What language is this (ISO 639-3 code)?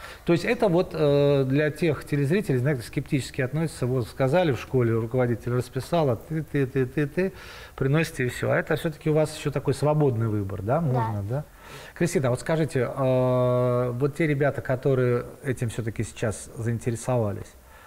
rus